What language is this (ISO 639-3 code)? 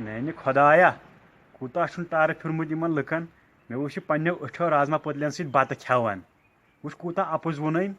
kas